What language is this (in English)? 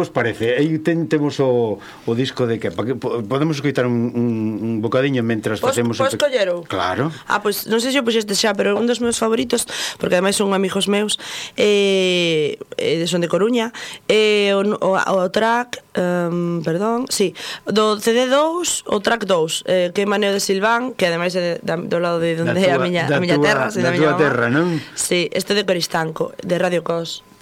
Galician